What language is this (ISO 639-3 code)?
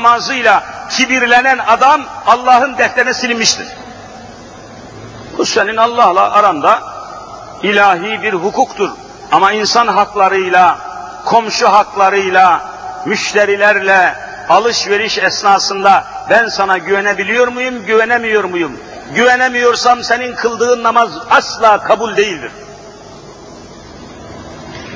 tur